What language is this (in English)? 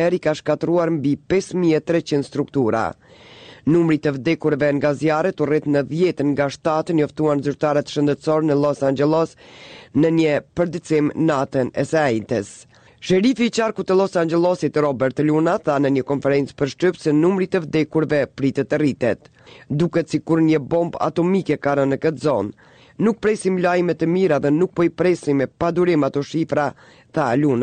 Albanian